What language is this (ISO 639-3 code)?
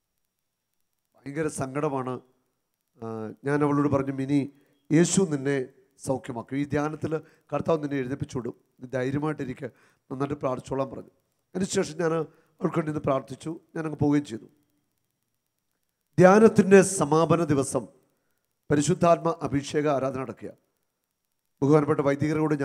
mal